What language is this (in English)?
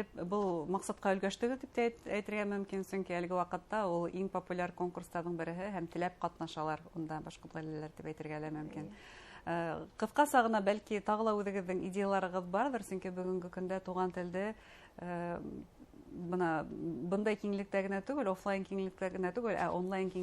Bashkir